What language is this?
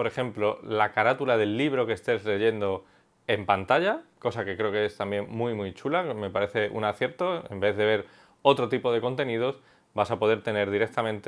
Spanish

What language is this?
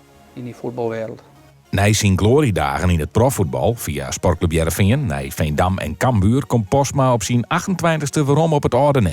Western Frisian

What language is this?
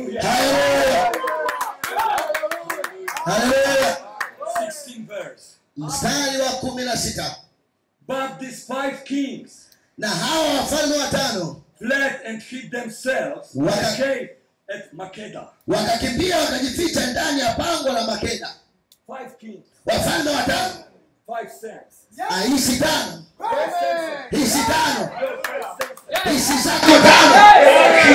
Swahili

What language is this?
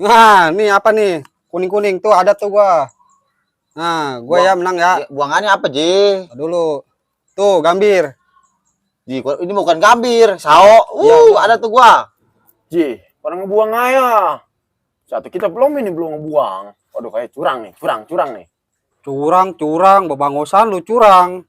Betawi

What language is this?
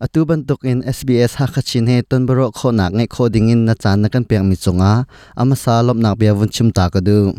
Hakha Chin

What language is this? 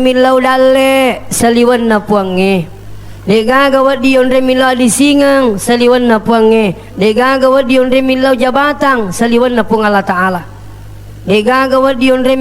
Buginese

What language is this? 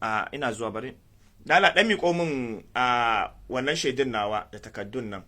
Hausa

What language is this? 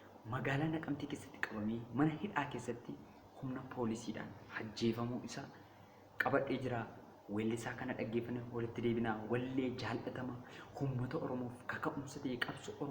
Oromo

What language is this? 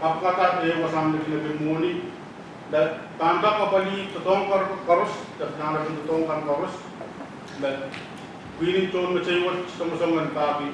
Pohnpeian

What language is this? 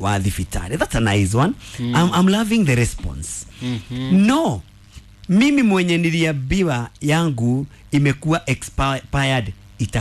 Kikuyu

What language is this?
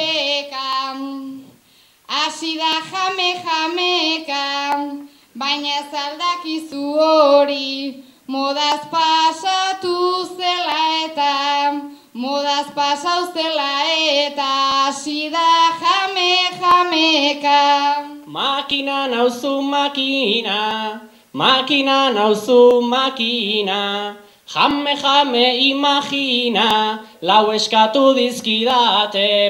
Basque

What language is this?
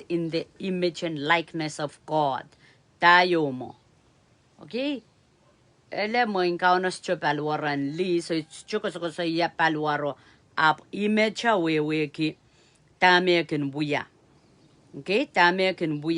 Pohnpeian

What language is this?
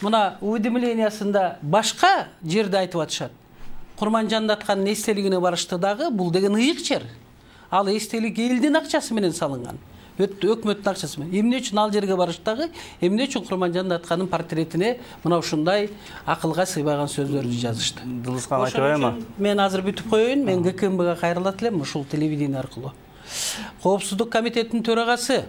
Kyrgyz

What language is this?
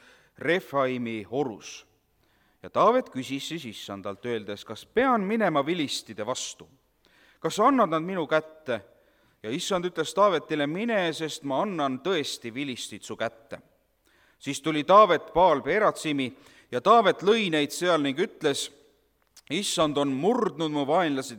Estonian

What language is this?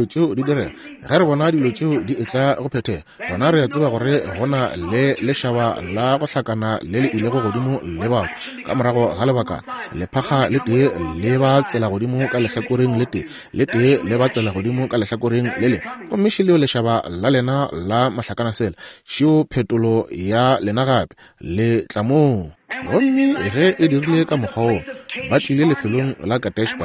Northern Sotho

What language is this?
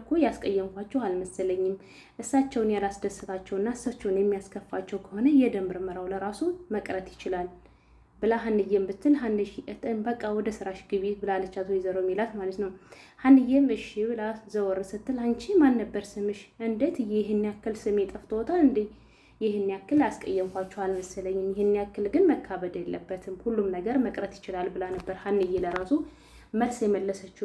Amharic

